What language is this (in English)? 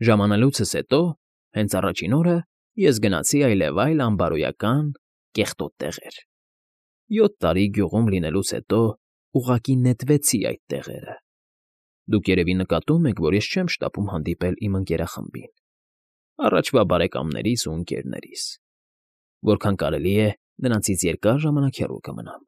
Armenian